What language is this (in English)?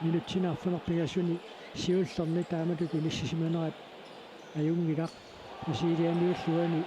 Kalaallisut